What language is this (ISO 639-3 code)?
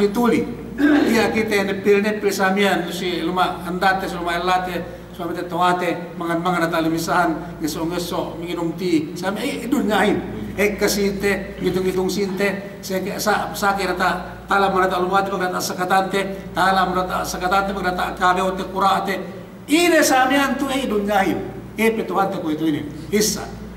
yka